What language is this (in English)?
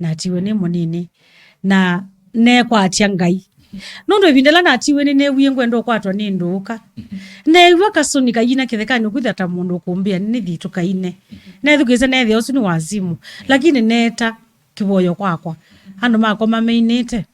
Kamba